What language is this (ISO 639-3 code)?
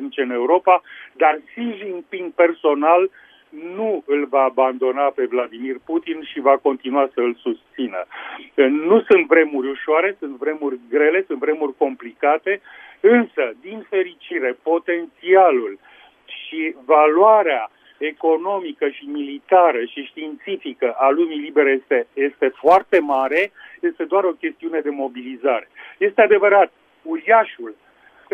ron